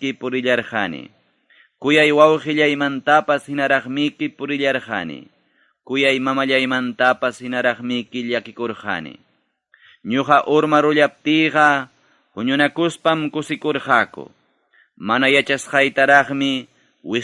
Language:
Ayacucho Quechua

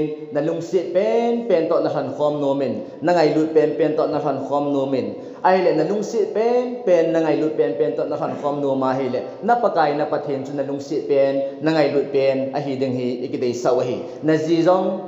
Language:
Thado Chin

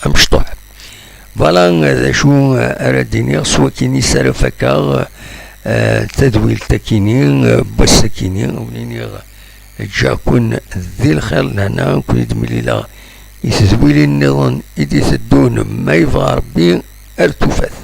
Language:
Kabyle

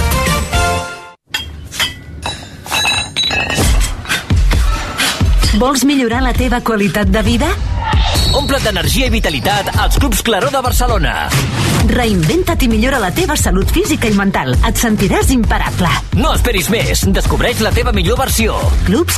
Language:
Catalan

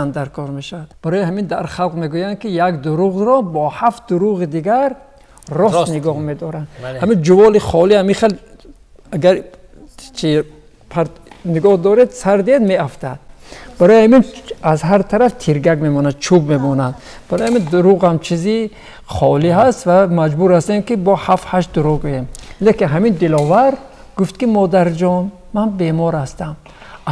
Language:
Tajik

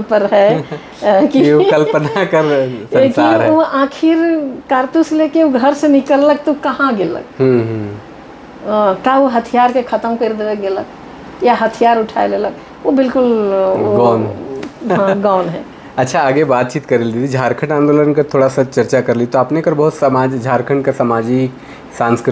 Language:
Sadri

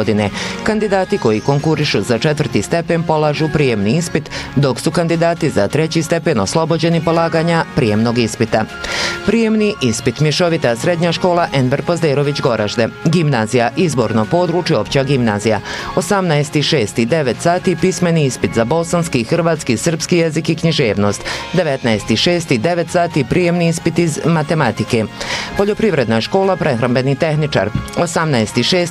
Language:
Bosnian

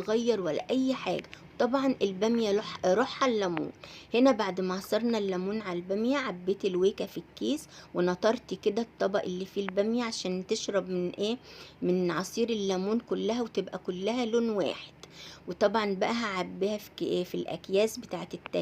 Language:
Egyptian Arabic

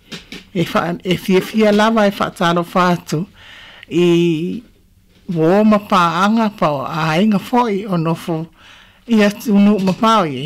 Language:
Samoan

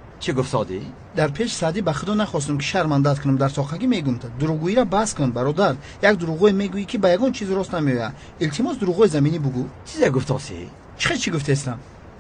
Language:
Tajik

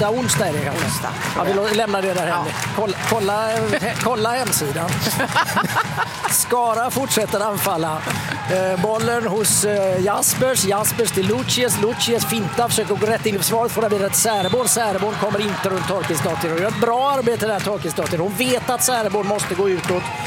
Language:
Swedish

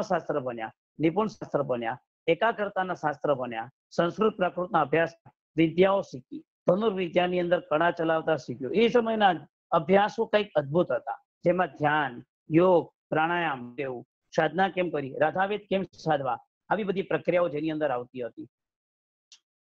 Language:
Gujarati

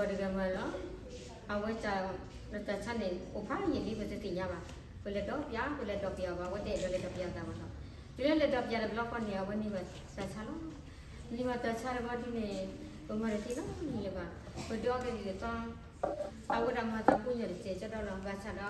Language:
S'gaw Karen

